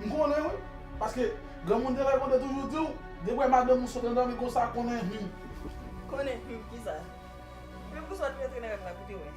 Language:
Haitian Creole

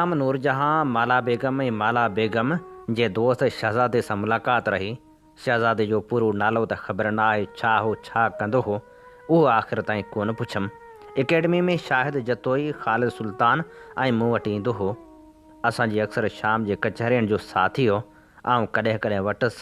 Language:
Sindhi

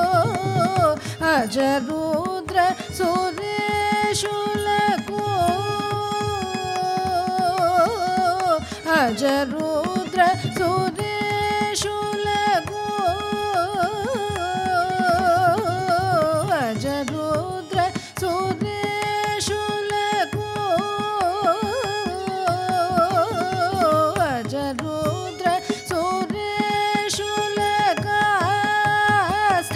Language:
Telugu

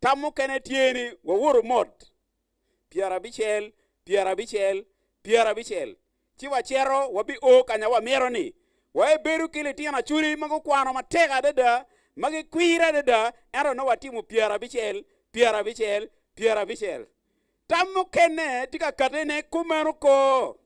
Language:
Acoli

